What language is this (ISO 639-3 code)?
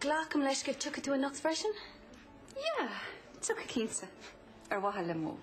gle